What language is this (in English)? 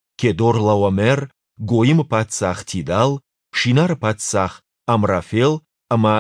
Ossetic